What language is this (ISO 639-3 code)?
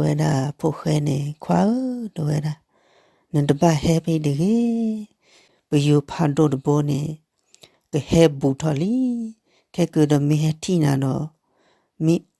ksw